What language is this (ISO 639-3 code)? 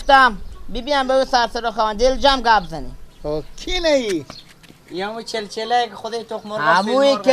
fas